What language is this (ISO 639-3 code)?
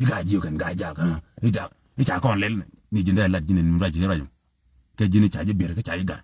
nus